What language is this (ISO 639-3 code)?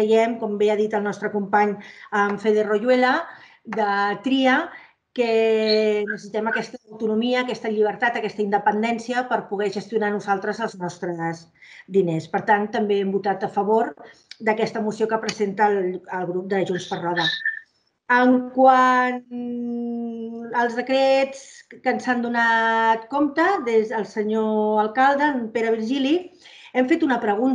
cat